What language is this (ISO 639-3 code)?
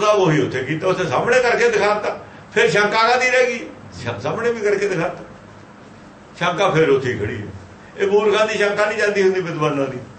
pan